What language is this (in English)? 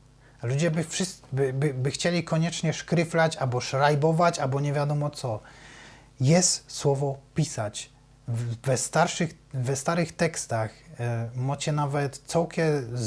Silesian